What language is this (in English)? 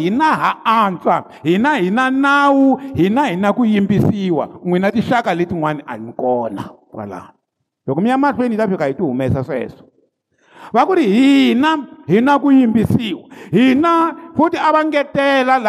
Tsonga